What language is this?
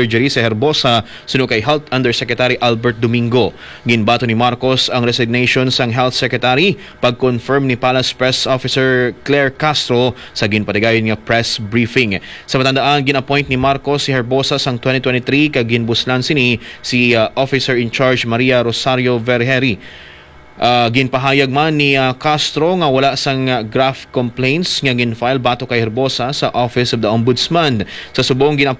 Hiligaynon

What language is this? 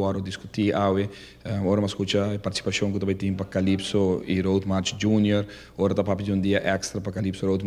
Papiamento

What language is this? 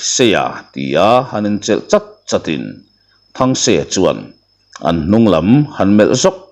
Mizo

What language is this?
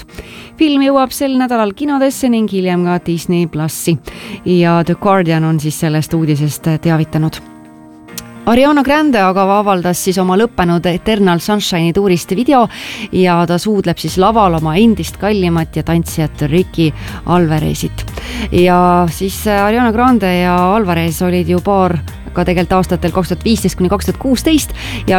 Estonian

